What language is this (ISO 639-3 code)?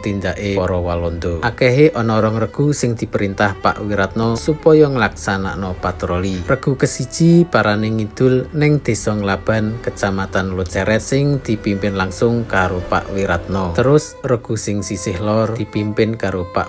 jav